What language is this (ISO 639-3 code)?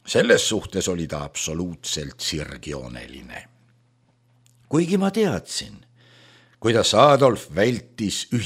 est